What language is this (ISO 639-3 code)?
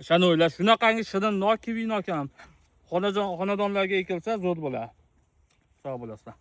uzb